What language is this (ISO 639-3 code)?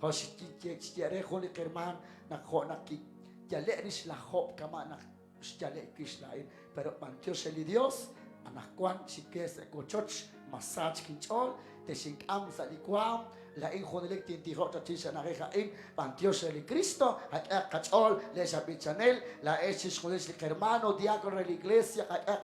kek